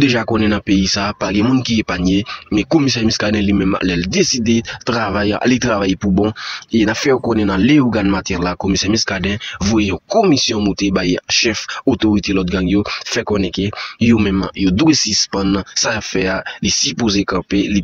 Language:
Haitian Creole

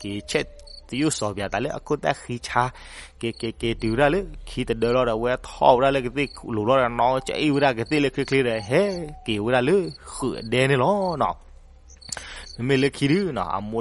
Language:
S'gaw Karen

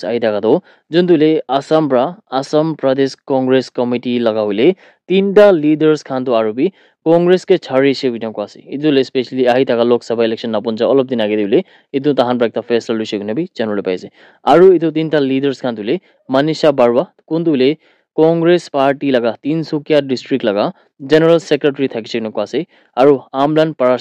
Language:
Naga Pidgin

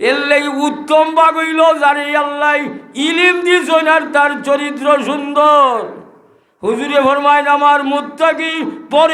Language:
Sylheti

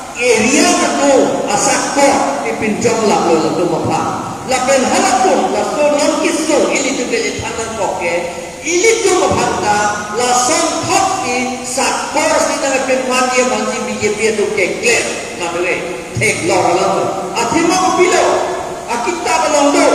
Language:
Karbi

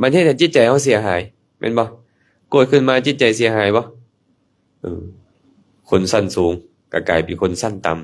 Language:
Lao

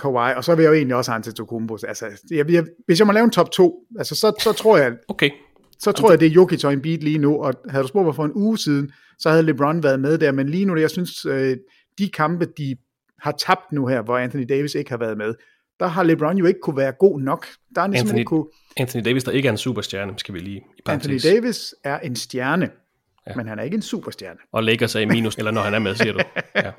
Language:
Danish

